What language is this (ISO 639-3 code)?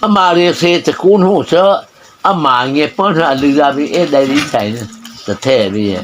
mrh